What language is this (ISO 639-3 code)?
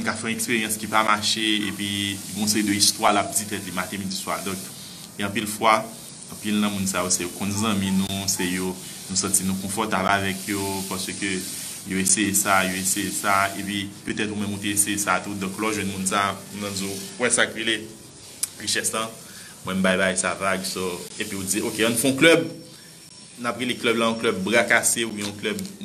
hat